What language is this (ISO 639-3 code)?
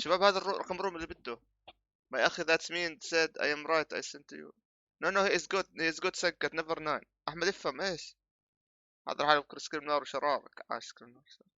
apc